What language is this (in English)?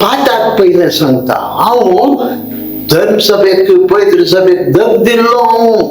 Konkani